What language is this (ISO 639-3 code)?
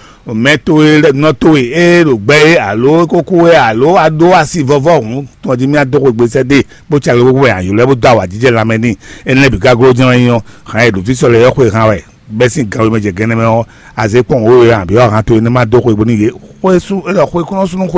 fon